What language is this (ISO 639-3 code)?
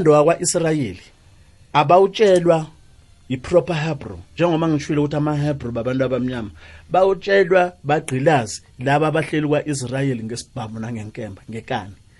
nbl